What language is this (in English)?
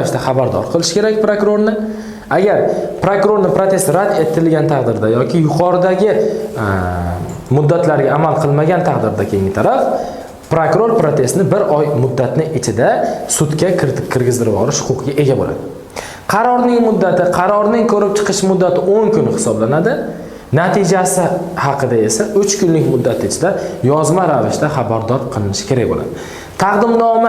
Uzbek